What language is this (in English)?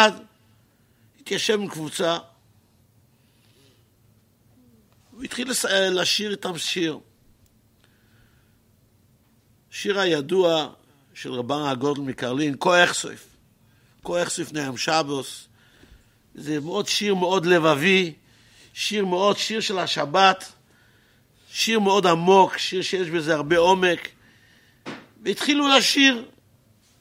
Hebrew